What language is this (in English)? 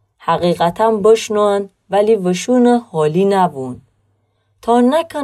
Gilaki